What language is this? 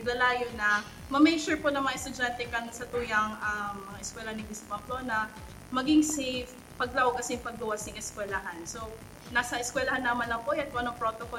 Bikol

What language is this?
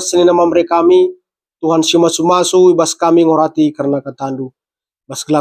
Batak Karo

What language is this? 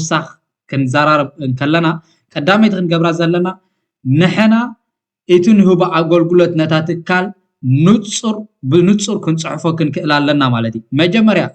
Tigrinya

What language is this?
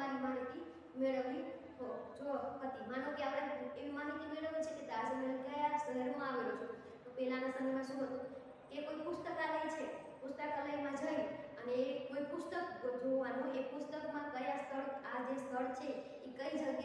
Gujarati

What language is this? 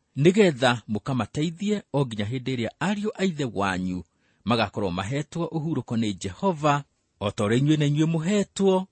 Kikuyu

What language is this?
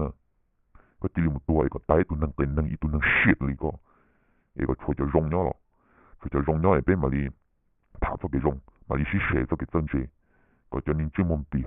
Hmong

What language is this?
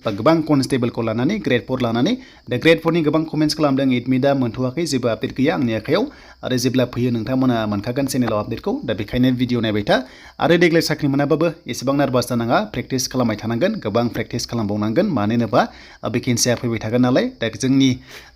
Bodo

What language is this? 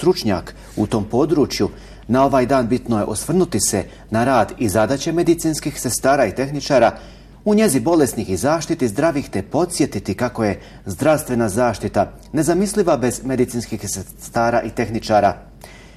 Bosnian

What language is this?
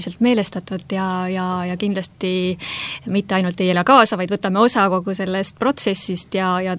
Estonian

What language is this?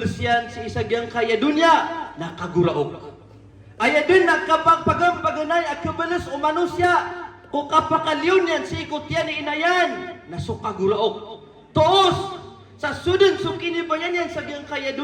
Maranao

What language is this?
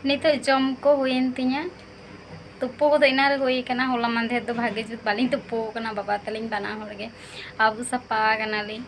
Santali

